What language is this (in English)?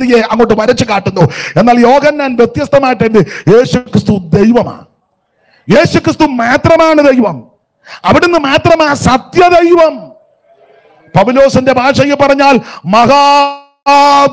Malayalam